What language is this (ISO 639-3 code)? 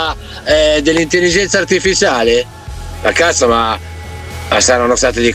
ita